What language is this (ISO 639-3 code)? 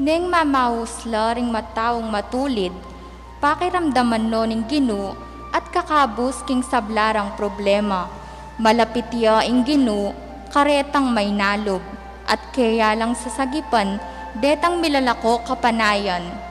pam